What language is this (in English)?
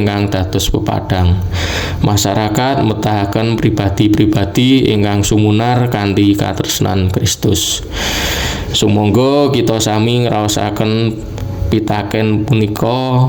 Javanese